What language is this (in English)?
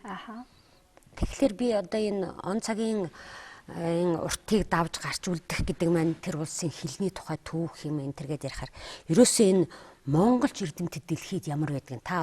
Mongolian